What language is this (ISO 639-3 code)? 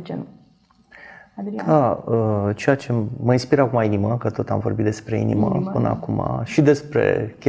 ron